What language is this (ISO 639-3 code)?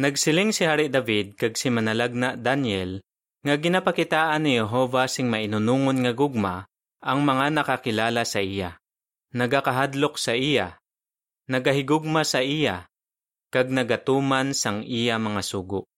hil